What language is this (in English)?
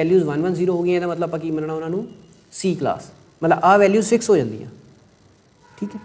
Punjabi